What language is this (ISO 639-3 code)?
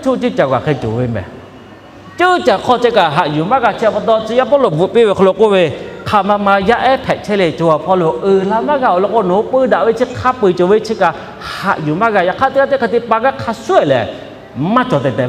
lhu